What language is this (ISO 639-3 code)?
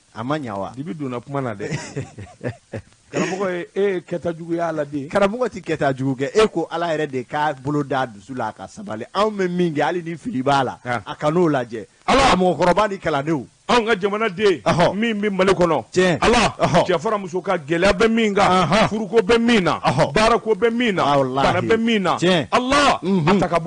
bam